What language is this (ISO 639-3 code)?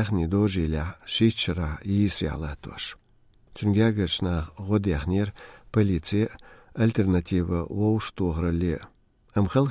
che